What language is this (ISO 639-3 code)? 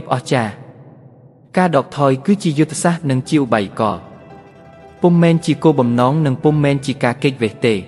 khm